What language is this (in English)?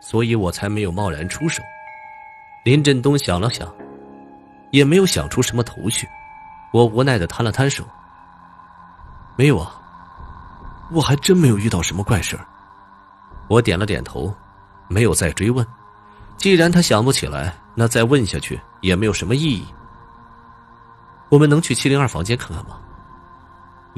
Chinese